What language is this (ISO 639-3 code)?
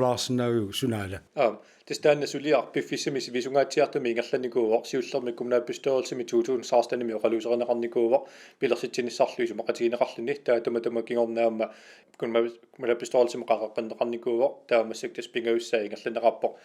kal